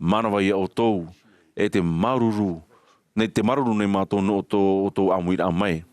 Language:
Tahitian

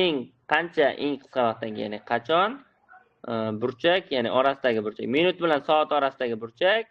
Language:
Uzbek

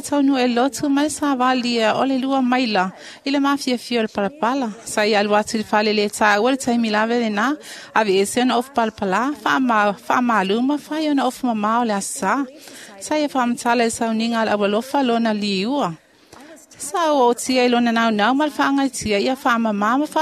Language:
Samoan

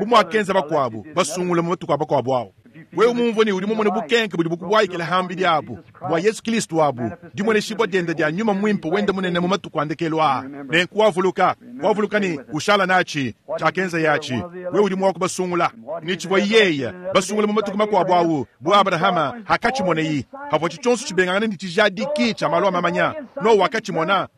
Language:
Luba-Lulua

